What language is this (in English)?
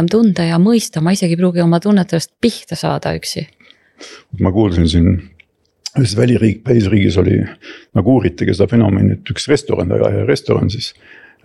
Estonian